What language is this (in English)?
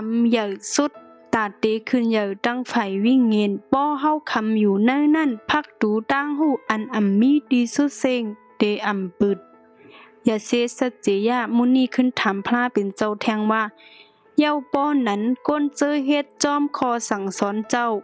Shan